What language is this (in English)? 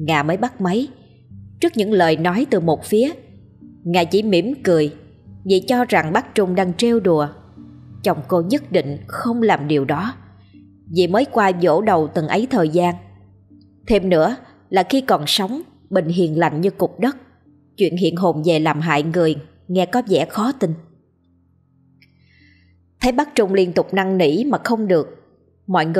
Vietnamese